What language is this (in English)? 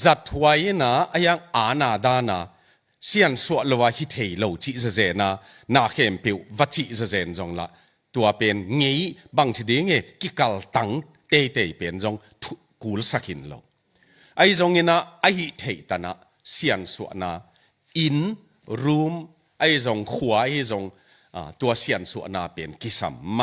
Tedim Chin